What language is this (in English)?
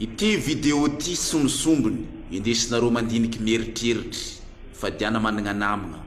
Malagasy